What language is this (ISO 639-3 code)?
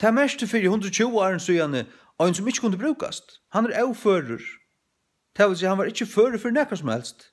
fao